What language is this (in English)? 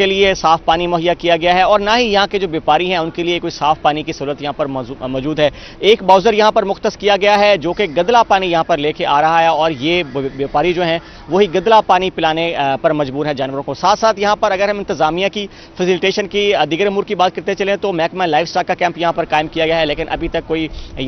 Urdu